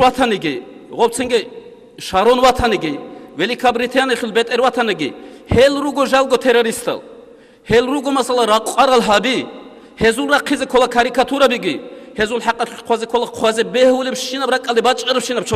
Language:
Avaric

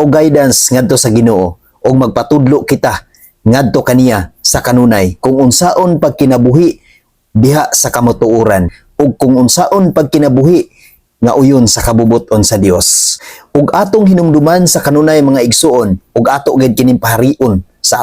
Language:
Cebuano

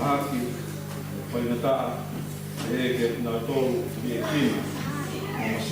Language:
Tongan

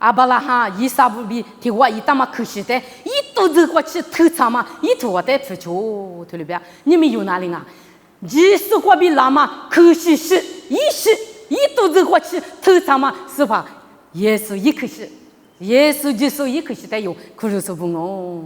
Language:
Lisu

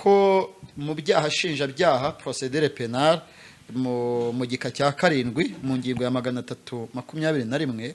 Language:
Kinyarwanda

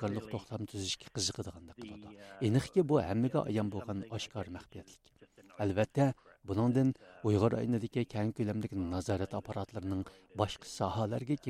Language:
Uyghur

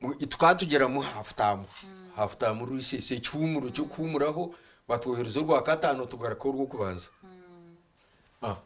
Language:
Nyankole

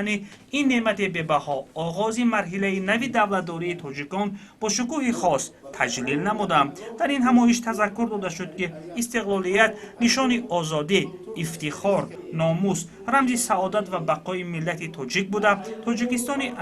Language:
Tajik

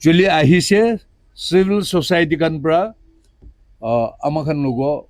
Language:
Naga Pidgin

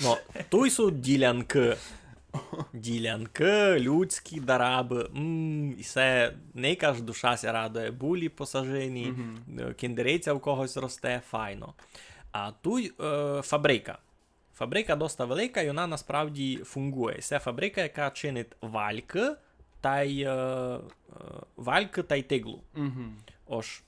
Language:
Rusyn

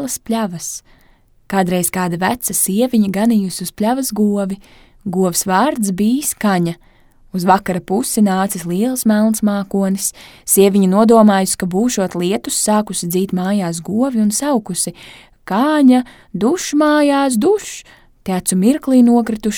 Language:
Latvian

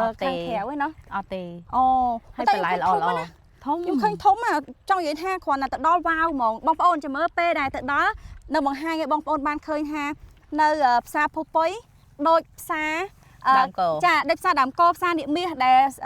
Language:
Khmer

